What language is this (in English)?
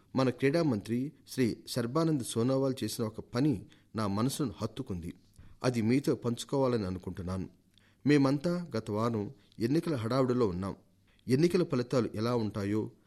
Telugu